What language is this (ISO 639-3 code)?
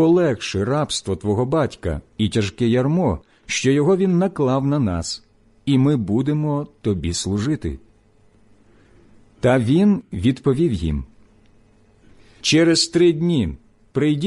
ukr